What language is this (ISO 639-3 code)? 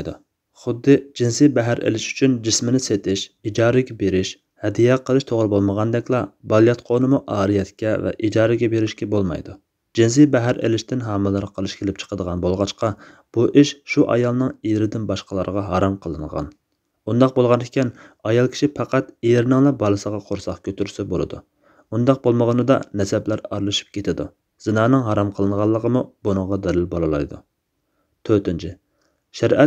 uig